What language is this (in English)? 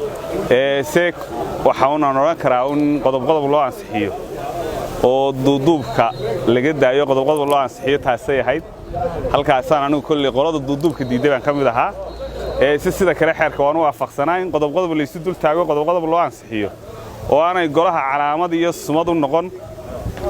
Somali